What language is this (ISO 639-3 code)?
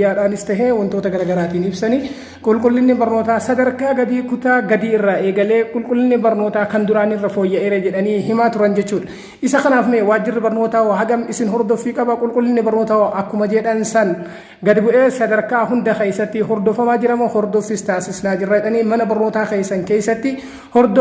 orm